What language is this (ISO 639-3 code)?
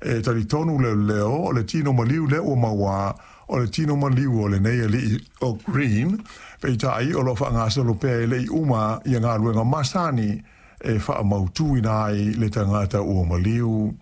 smo